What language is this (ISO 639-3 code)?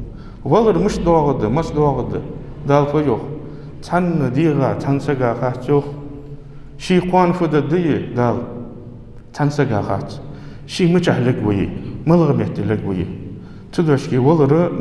inh